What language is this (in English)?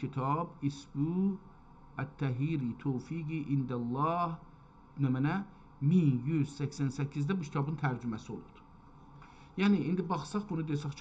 South Azerbaijani